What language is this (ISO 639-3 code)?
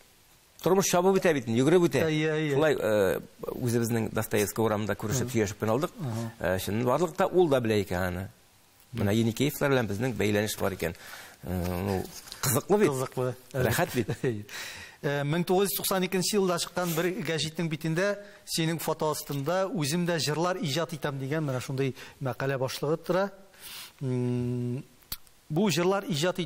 tat